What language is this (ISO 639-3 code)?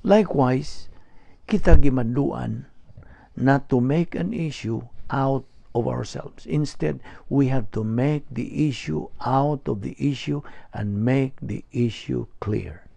ceb